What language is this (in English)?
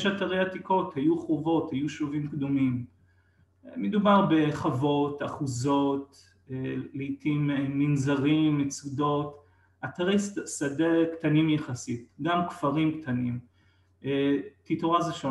Hebrew